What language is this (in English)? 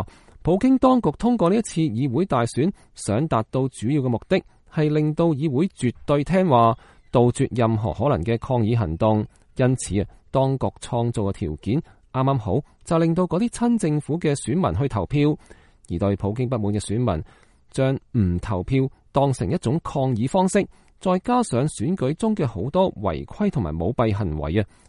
Cantonese